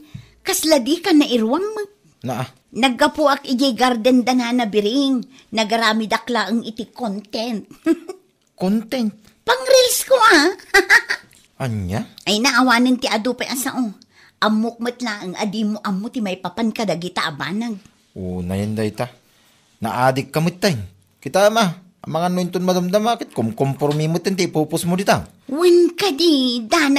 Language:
Iloko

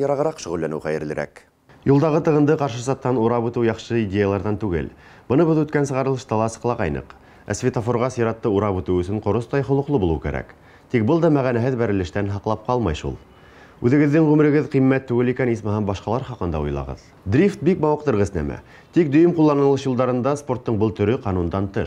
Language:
Bashkir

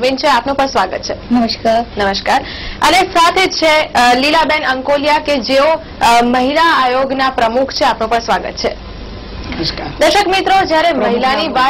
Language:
Gujarati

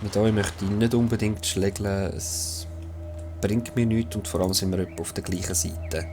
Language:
Swiss German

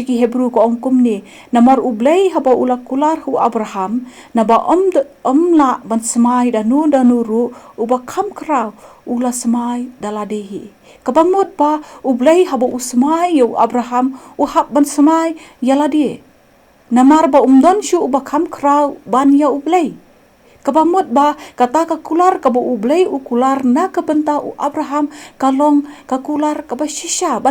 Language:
Khasi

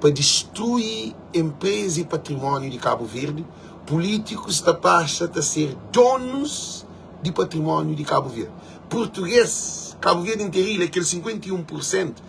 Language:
Kabuverdianu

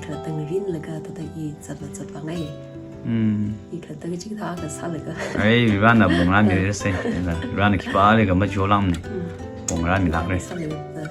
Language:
Tangkhul Naga (India)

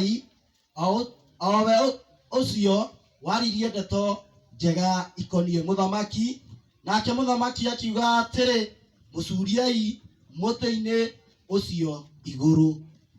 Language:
Kikuyu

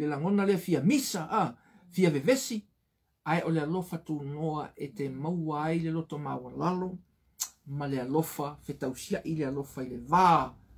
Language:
Samoan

